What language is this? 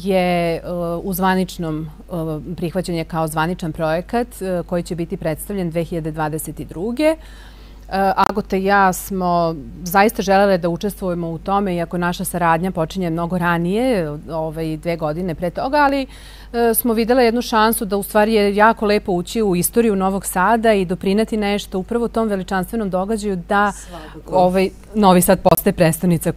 Serbian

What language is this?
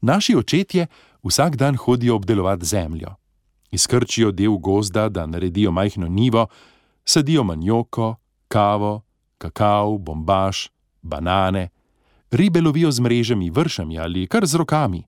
Slovenian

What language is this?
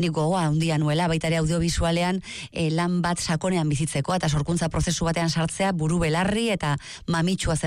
Basque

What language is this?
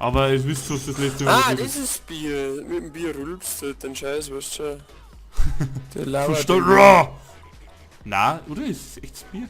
Bavarian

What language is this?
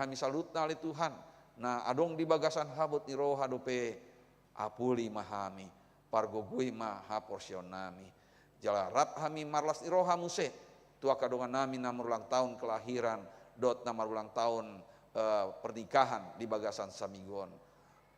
Batak Toba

